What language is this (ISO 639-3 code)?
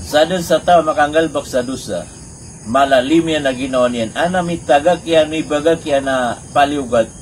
mrw